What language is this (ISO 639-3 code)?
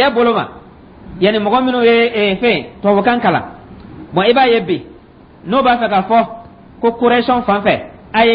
dyu